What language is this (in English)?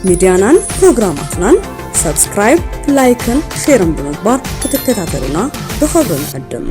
Tigrinya